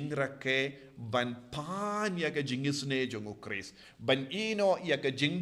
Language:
Khasi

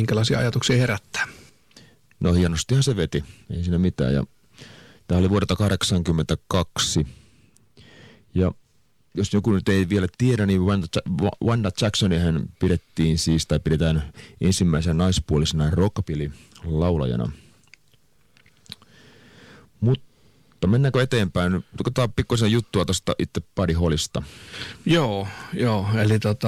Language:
Finnish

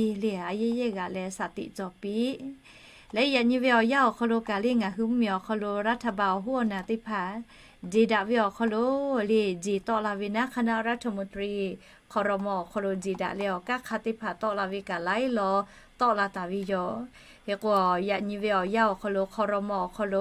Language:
Lahu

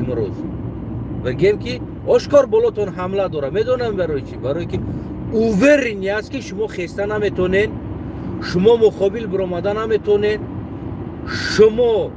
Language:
Tajik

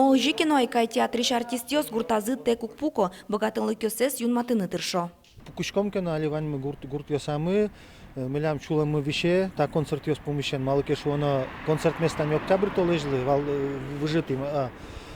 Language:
Udmurt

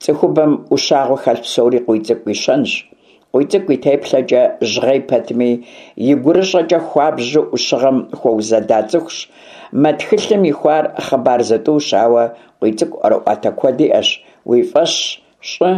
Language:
Kabardian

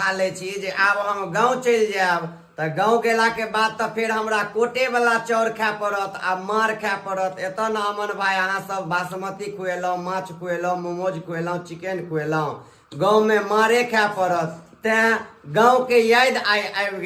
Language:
Maithili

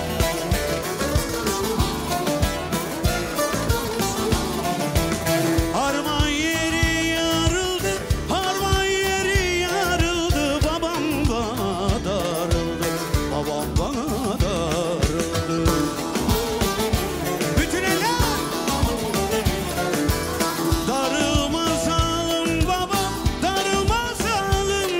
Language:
Turkish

